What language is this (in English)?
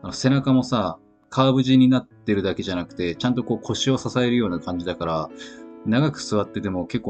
Japanese